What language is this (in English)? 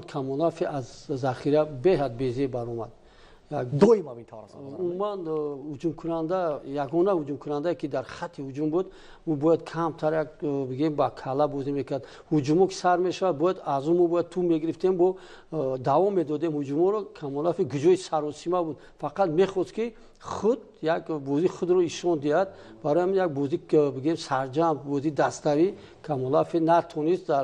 Tajik